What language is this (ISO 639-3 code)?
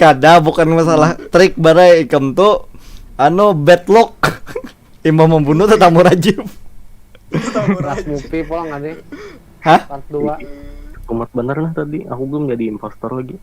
bjn